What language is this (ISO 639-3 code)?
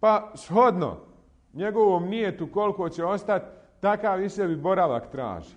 bos